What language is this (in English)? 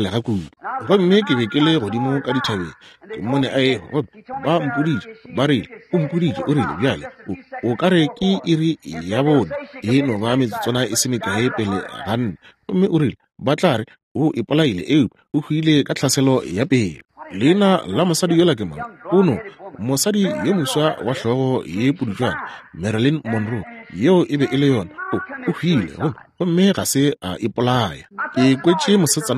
Northern Sotho